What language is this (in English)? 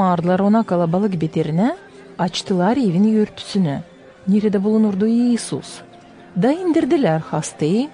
Gagauz